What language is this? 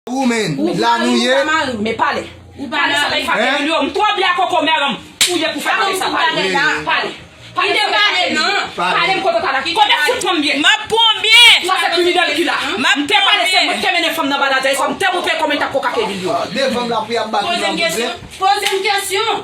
Haitian Creole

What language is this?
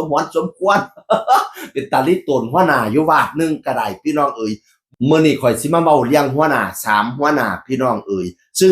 Northeastern Thai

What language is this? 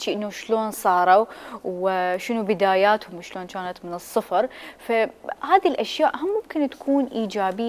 Mesopotamian Arabic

